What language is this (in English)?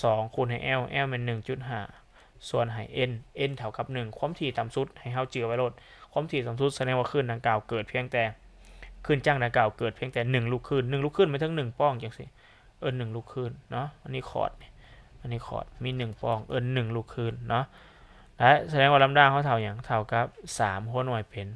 Lao